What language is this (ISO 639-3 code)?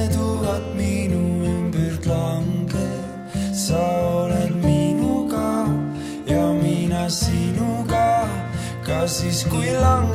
est